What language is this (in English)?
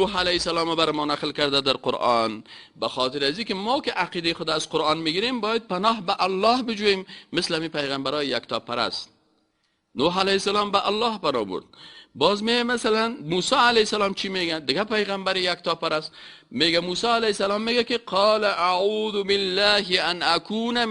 Persian